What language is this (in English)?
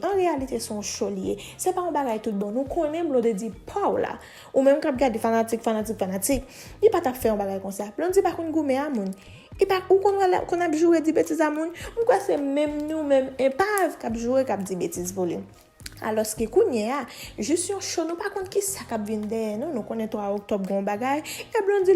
Haitian Creole